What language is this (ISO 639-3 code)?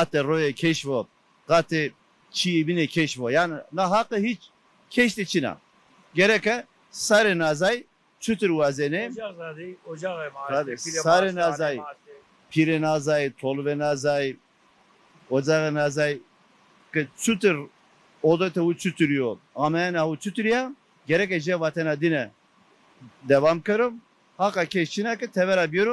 zza